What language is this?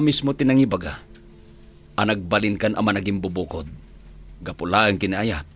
Iloko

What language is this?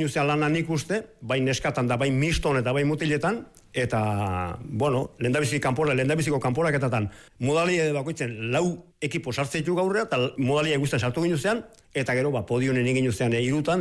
Basque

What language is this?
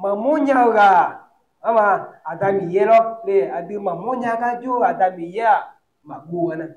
Akha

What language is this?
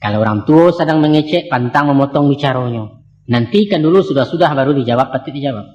Minangkabau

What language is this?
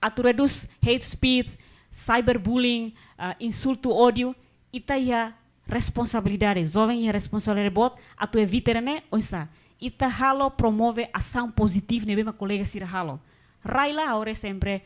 Tetum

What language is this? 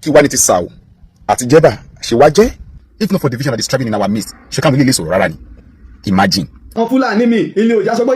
Yoruba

